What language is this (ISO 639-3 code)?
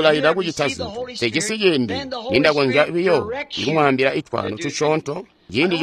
toi